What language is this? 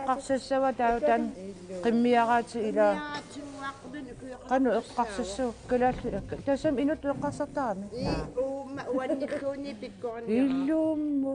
Kalaallisut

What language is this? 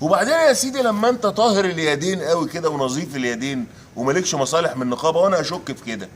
Egyptian Arabic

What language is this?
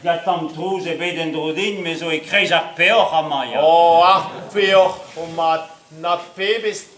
Breton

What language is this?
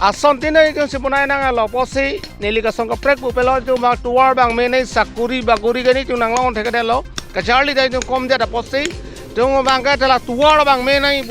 Karbi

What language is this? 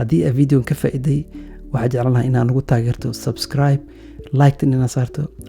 Somali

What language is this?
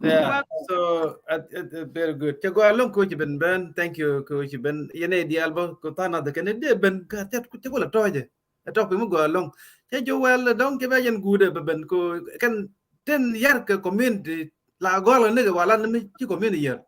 Nuer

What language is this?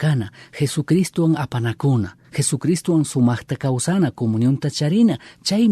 Chimborazo Highland Quichua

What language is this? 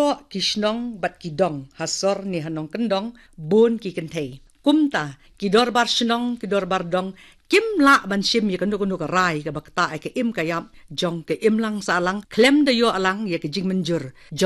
Khasi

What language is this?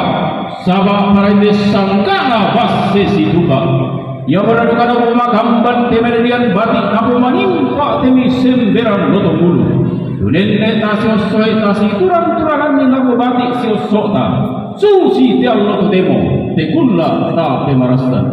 Toraja-Sa'dan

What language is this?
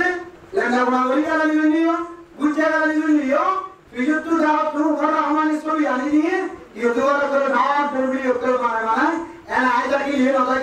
Rohingya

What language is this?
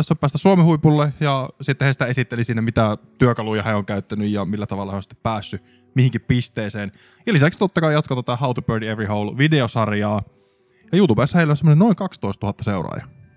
Finnish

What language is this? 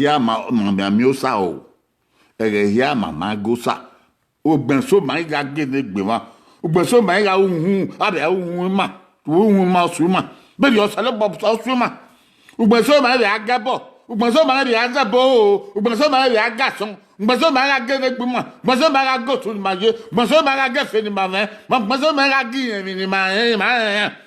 Bini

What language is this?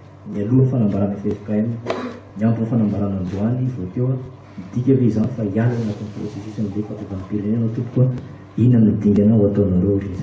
Malagasy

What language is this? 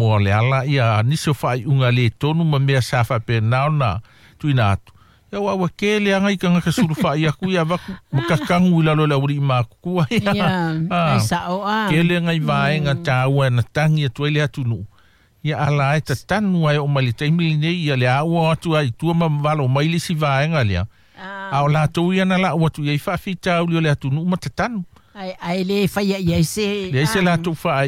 Samoan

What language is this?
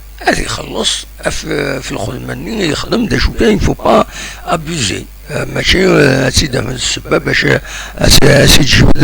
Kabyle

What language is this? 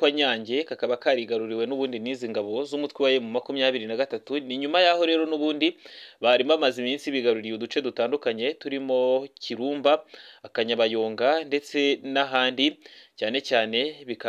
Kinyarwanda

